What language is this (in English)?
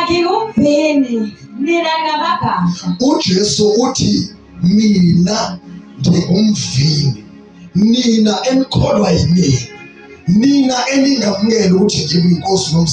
Zulu